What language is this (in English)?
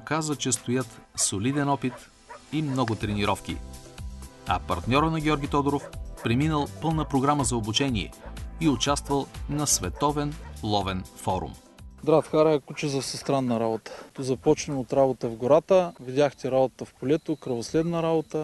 Bulgarian